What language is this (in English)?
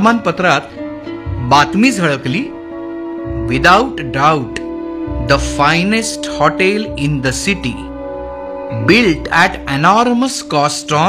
Marathi